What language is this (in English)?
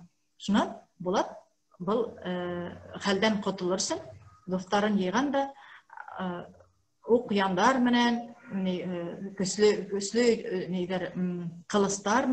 Bashkir